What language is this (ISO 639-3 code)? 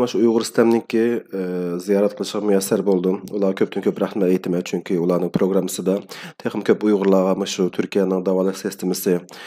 uig